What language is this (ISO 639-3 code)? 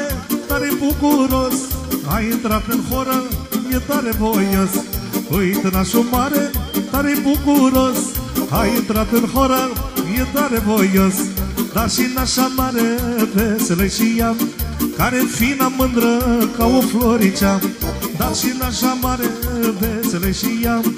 ron